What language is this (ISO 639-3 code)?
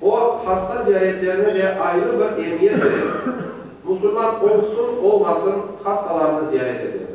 crh